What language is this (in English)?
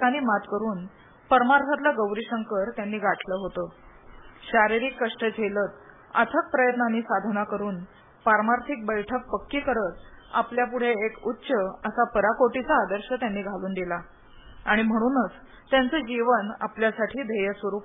Marathi